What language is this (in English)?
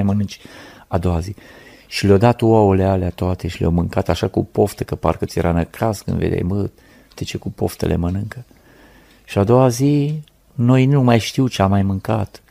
Romanian